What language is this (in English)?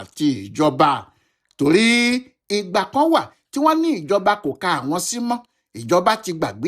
Yoruba